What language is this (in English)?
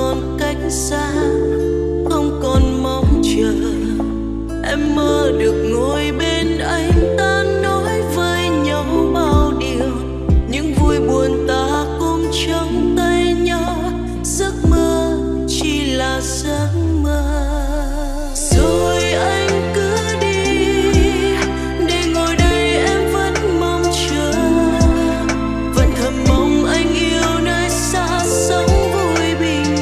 Vietnamese